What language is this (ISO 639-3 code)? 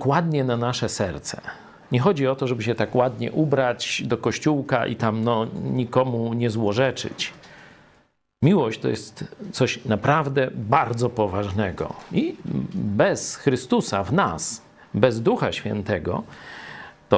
pol